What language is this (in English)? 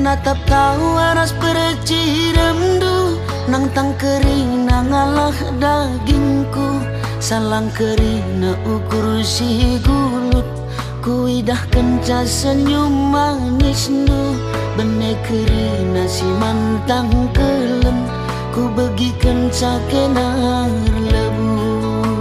Batak Karo